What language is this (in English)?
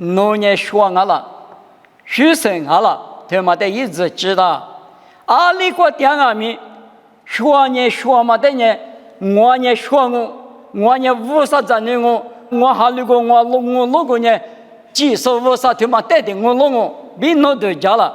Lisu